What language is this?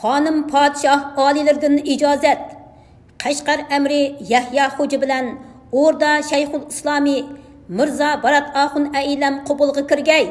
Uyghur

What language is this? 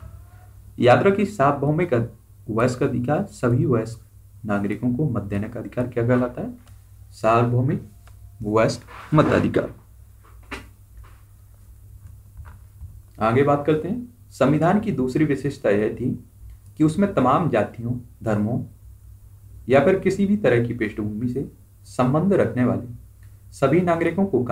Hindi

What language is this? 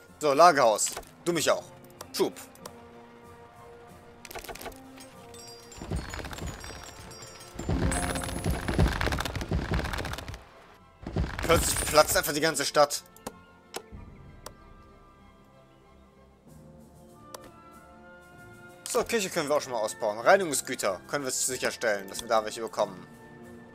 German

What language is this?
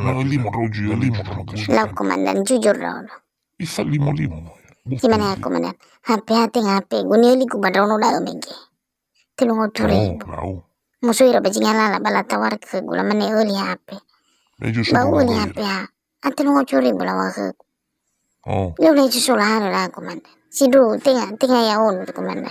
Nias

